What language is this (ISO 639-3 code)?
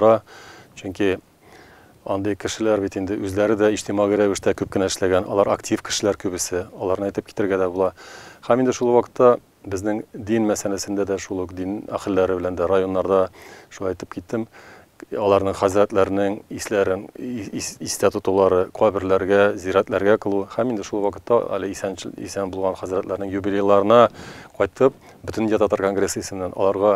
tat